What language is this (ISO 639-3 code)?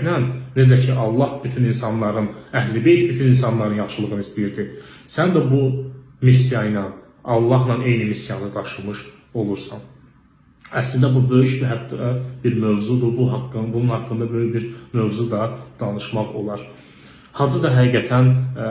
aze